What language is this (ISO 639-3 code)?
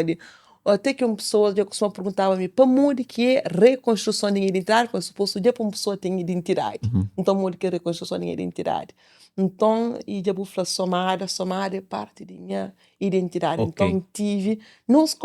kea